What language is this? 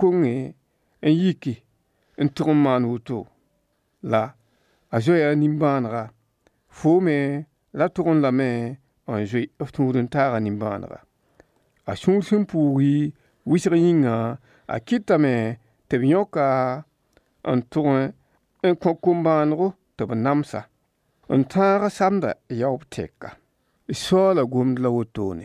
Mossi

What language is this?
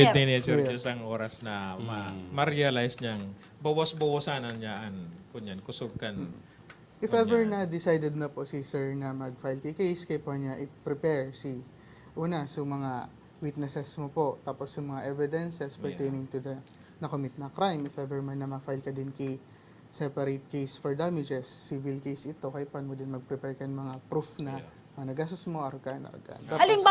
Bikol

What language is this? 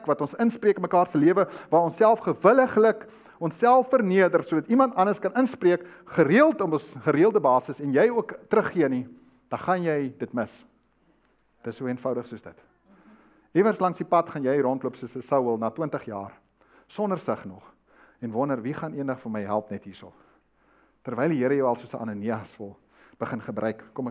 Afrikaans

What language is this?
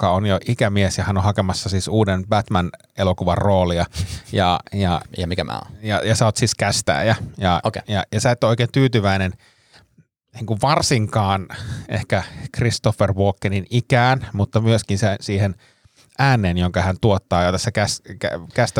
Finnish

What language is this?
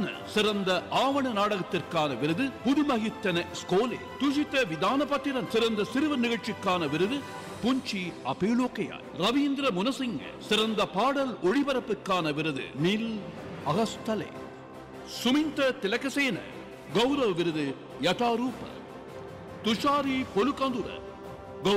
Tamil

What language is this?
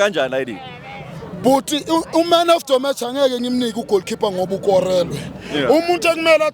Zulu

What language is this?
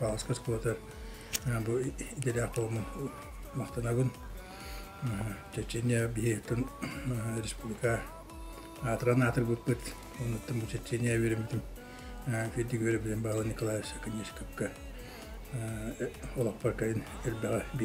Yakut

